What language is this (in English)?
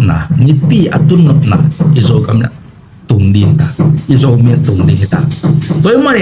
Tedim Chin